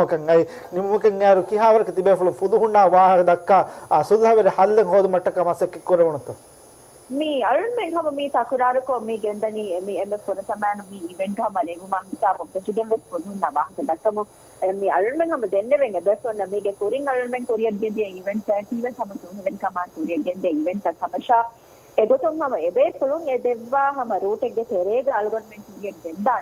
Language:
Divehi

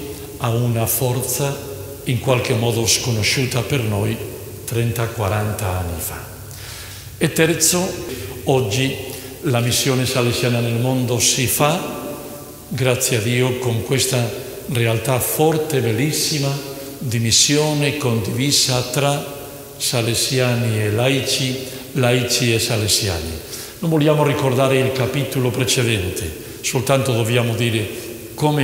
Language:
Italian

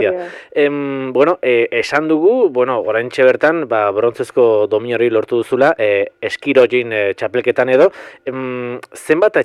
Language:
Basque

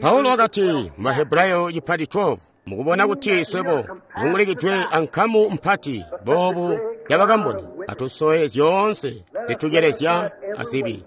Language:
Tonga (Zambia)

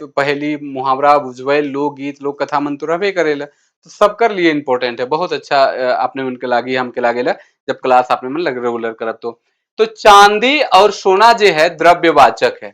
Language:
Sadri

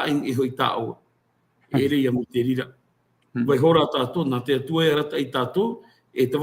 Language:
Tahitian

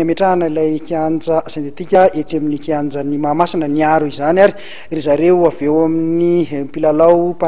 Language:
Malagasy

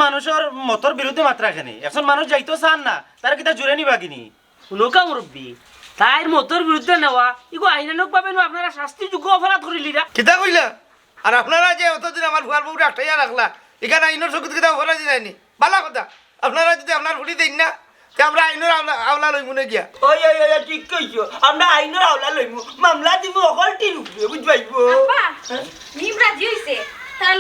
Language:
Sylheti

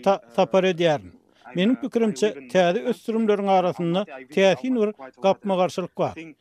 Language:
Turkmen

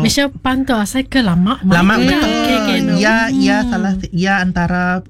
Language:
Iban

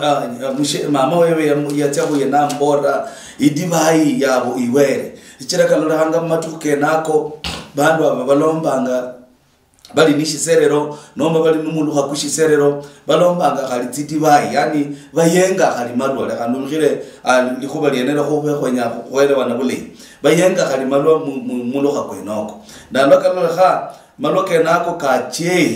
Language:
Luyia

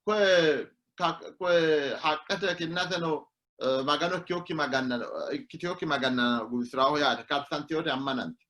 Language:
Sidamo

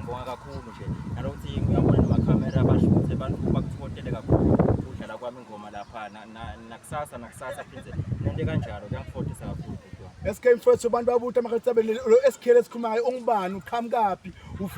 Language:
Zulu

